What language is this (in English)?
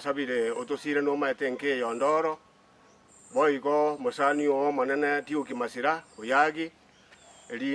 Gusii